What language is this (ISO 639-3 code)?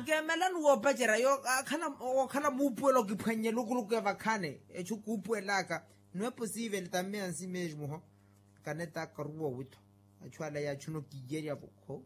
vmw